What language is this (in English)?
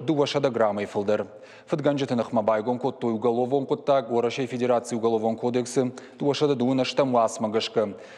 Ossetic